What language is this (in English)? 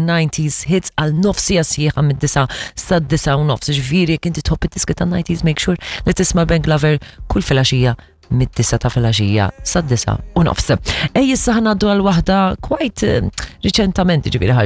Maltese